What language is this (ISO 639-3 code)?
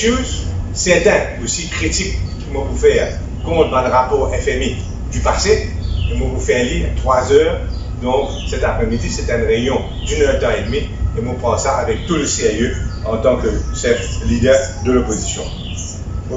mfe